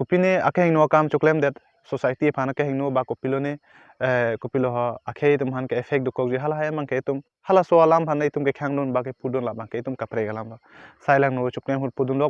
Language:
Karbi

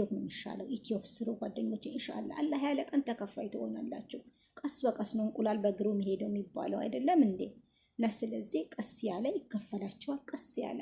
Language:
Amharic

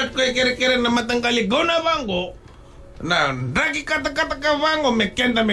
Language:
Fijian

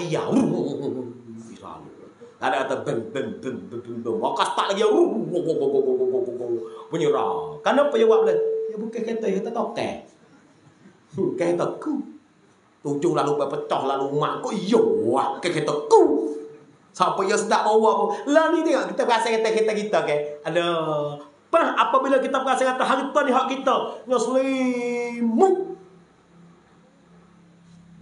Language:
Malay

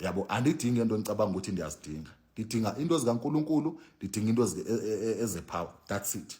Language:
Zulu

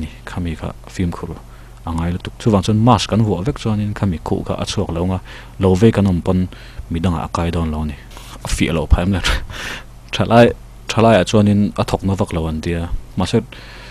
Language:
Mizo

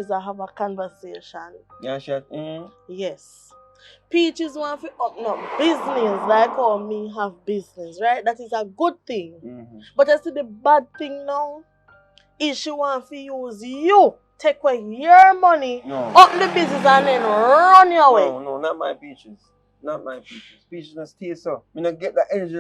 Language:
Jamaican Creole English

